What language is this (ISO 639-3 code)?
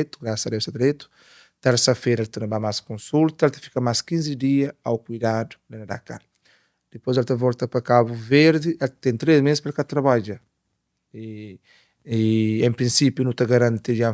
kea